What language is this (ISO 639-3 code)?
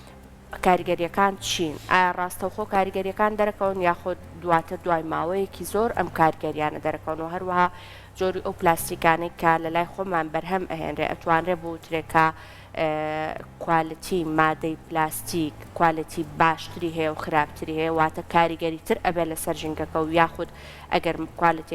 ckb